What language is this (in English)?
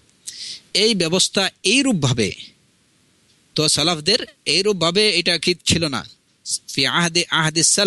Bangla